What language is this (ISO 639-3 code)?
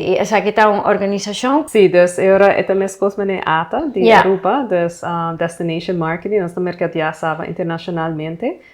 pap